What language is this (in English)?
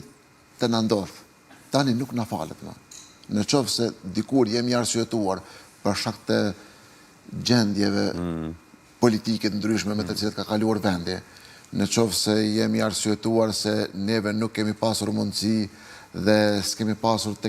Albanian